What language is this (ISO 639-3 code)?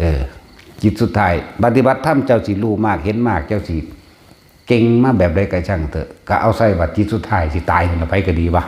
lao